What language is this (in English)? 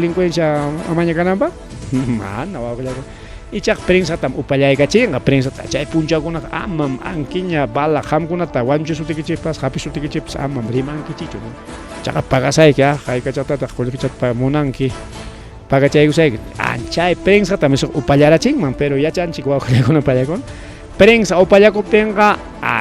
Ayacucho Quechua